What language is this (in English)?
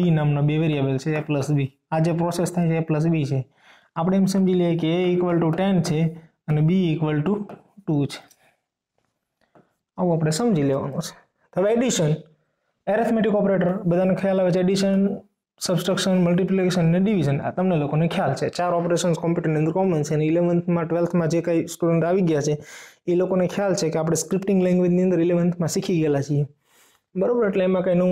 Gujarati